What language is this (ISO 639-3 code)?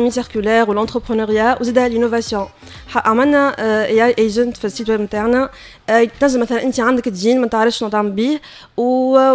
aeb